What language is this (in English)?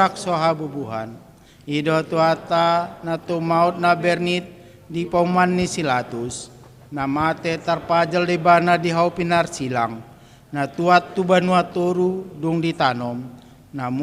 Batak Toba